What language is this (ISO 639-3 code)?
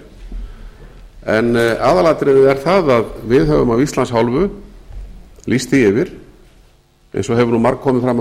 isl